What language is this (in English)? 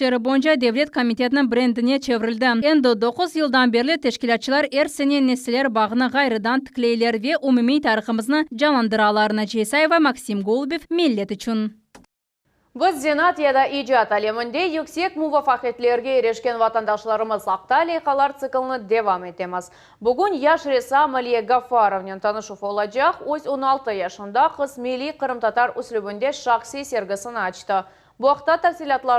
Crimean Tatar